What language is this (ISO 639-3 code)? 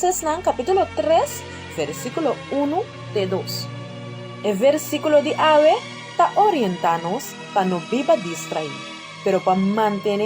pap